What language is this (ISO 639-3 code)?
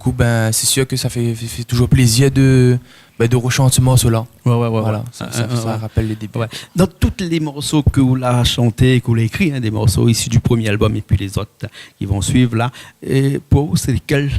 rcf